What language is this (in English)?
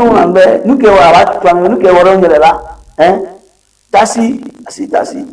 Ewe